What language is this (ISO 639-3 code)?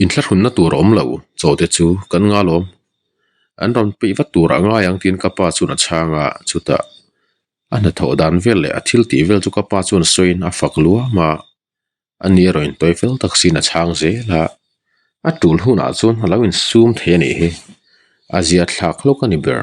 lus